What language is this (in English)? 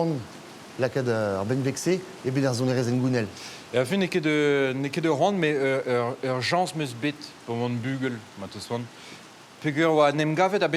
Breton